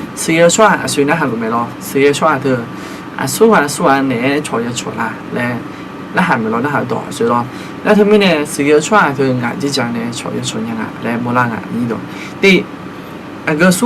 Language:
Akha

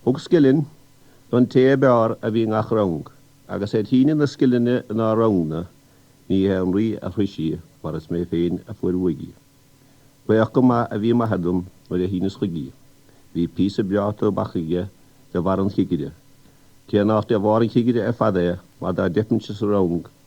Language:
Irish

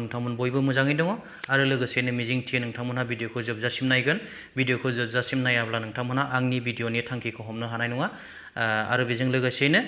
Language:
Bodo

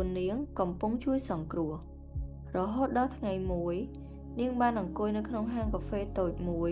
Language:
Khmer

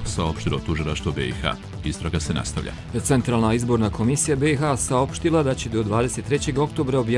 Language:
Croatian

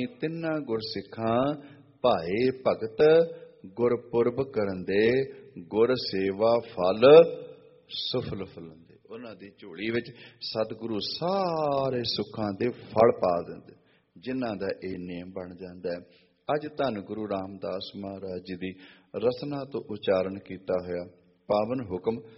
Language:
Punjabi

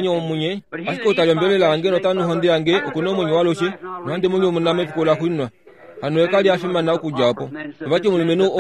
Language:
Kuanyama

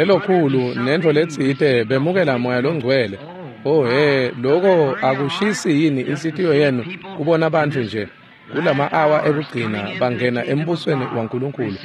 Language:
Swati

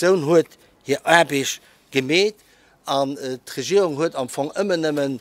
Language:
Luxembourgish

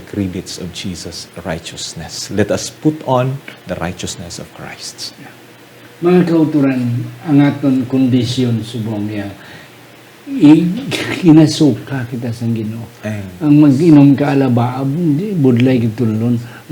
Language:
Hiligaynon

